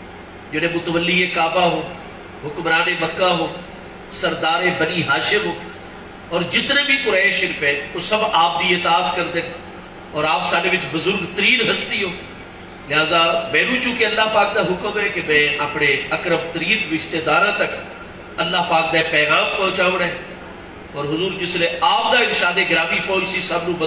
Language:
Saraiki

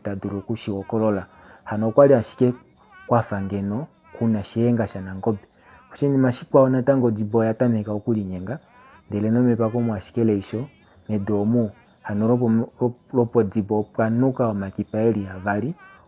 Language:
Kuanyama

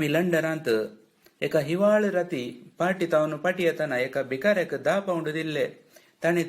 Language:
Konkani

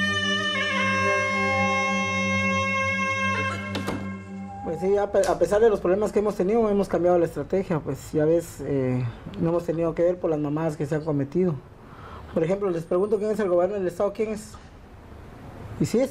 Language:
Spanish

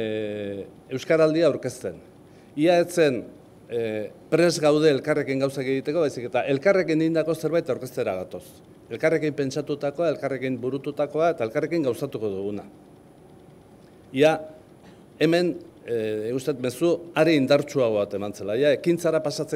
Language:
Basque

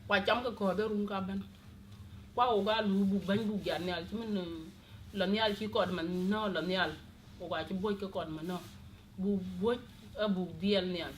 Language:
Dinka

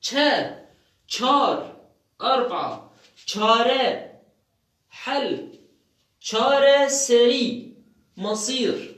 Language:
Kurdish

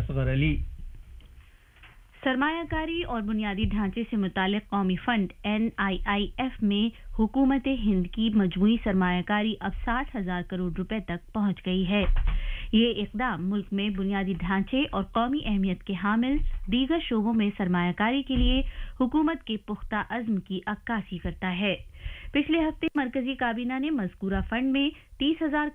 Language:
Urdu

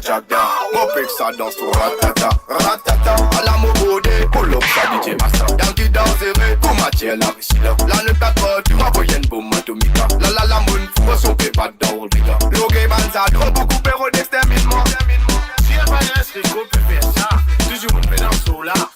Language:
Morisyen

